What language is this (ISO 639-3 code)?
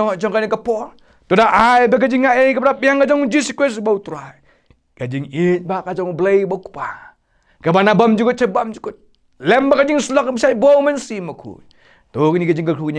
kha